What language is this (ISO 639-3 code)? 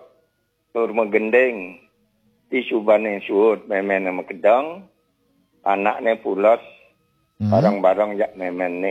ban